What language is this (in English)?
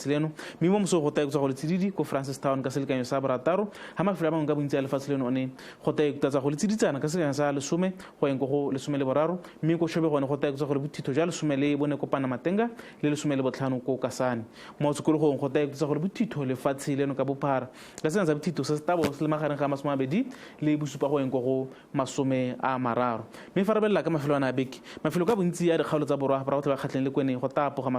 Tswana